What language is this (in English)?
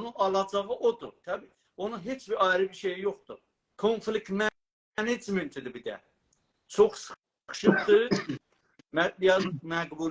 South Azerbaijani